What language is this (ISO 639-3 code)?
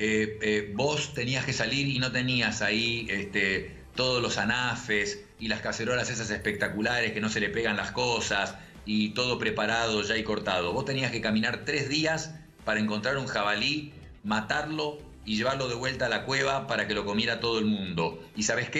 spa